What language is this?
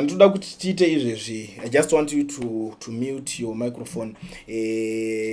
Shona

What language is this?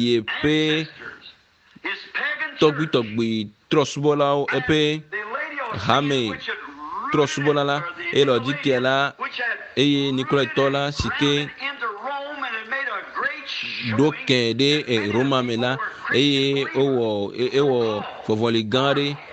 Ewe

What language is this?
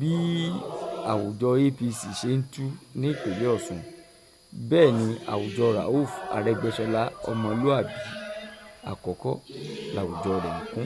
Yoruba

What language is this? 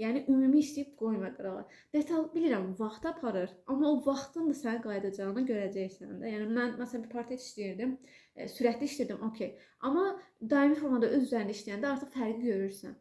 Azerbaijani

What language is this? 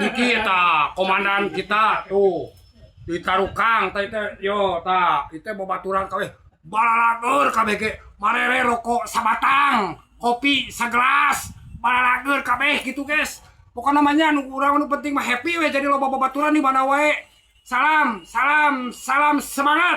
Sundanese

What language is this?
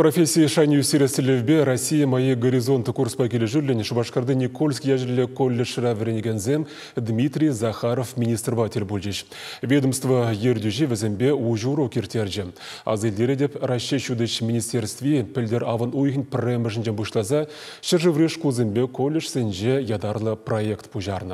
Chuvash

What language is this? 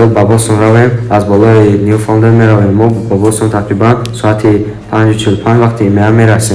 Tajik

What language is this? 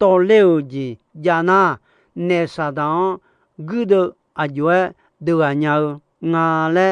Akha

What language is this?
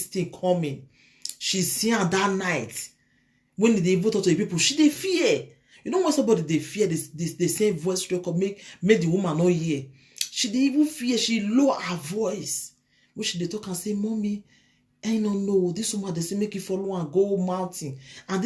Nigerian Pidgin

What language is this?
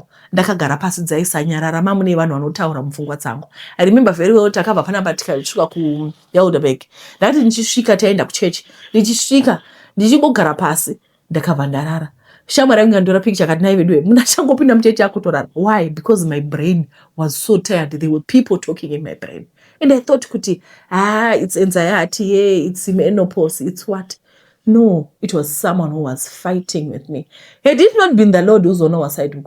Shona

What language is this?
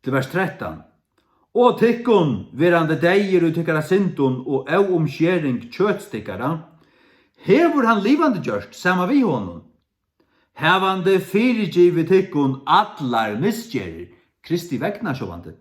Faroese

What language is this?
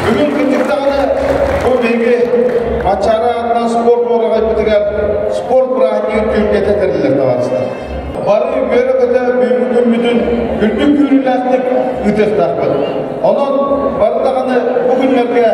Yakut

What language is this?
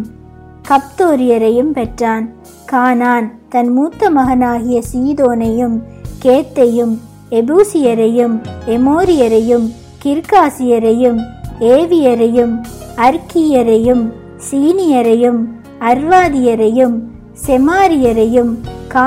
Tamil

